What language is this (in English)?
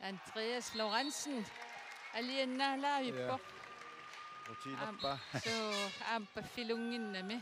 Kalaallisut